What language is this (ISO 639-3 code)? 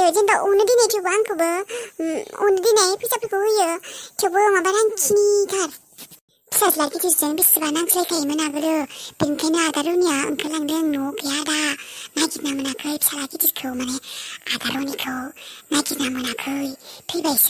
brx